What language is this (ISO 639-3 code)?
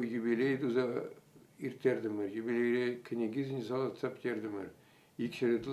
chv